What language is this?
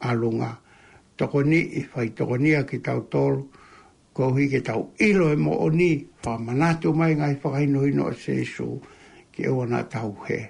Tongan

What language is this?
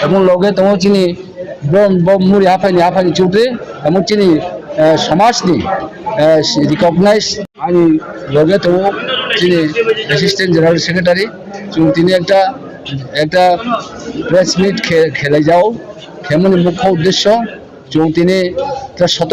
Riang (India)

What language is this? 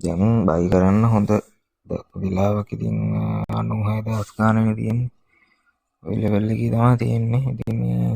Sinhala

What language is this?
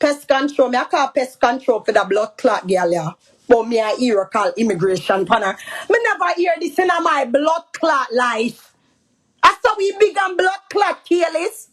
Jamaican Creole English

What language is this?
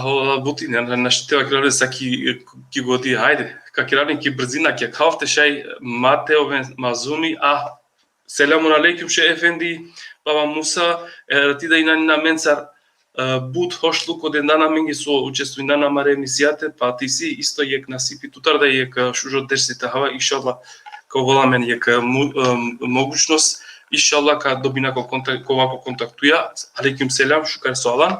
Balkan Romani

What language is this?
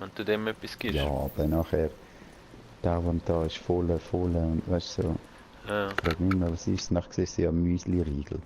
Swiss German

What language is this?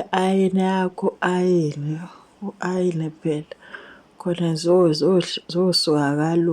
Zulu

